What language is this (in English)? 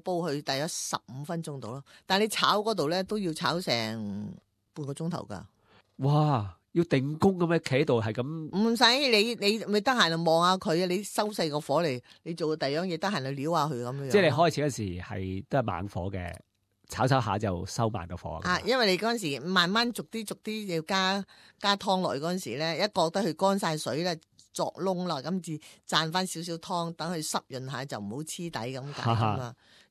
Cantonese